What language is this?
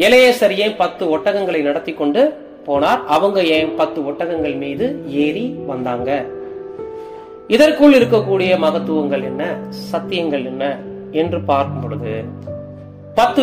Tamil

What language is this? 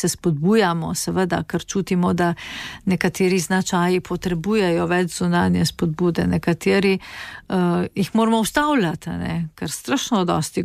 Slovenian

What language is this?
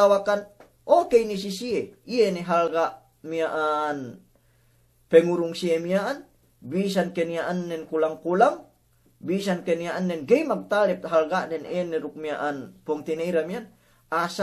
Yakan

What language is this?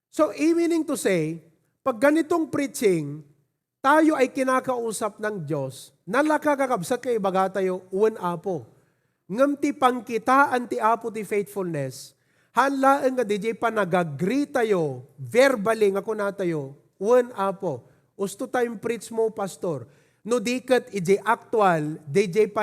Iloko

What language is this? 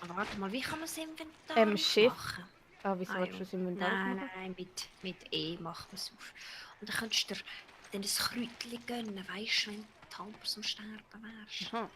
Swiss German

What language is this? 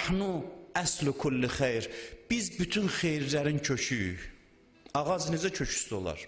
Azerbaijani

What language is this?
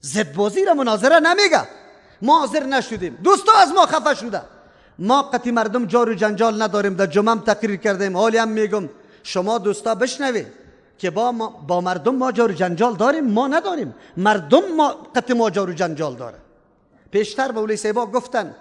Persian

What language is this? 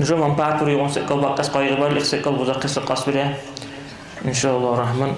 Dargwa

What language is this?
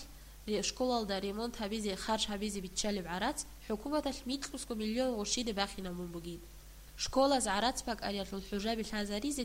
Avaric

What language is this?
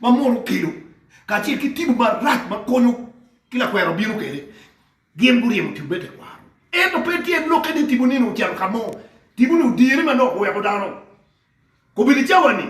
Acoli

